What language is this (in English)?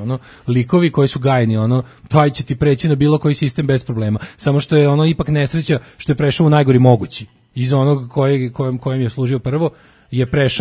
Serbian